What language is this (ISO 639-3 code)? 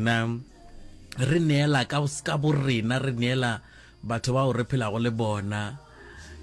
nso